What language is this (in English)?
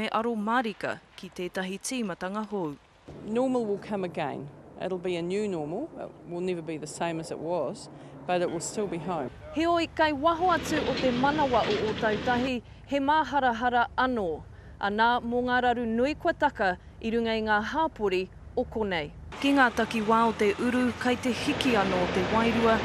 Māori